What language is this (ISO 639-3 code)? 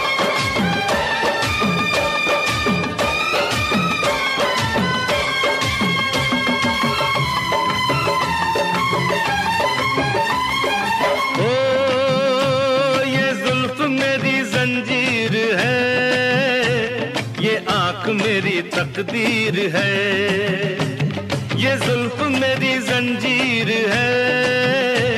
hin